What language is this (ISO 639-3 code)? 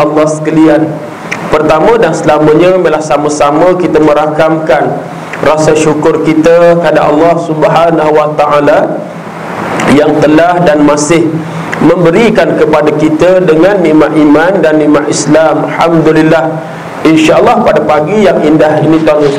msa